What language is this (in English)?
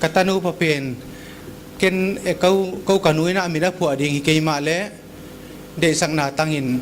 Paite Chin